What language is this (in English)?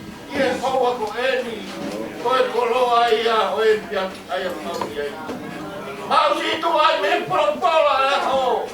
Tongan